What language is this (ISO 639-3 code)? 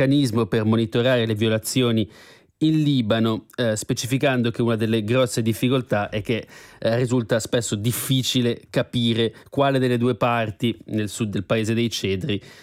ita